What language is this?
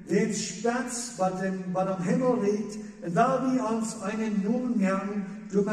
Plautdietsch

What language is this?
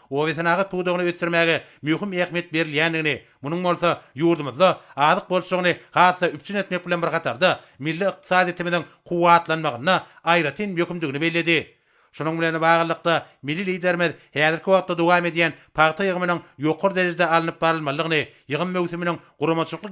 Turkmen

